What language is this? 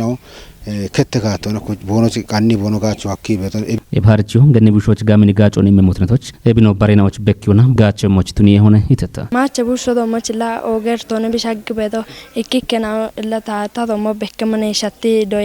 Kafa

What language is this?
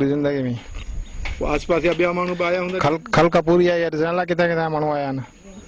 Sindhi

